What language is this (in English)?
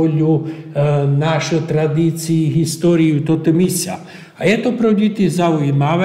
Slovak